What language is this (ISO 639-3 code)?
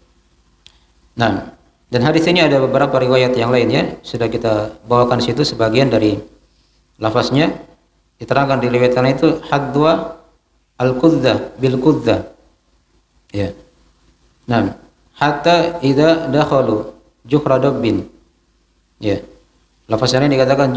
ind